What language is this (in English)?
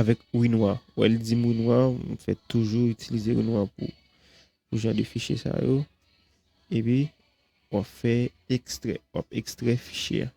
Haitian Creole